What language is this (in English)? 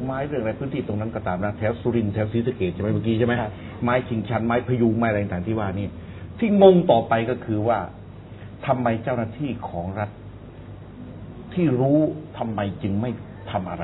Thai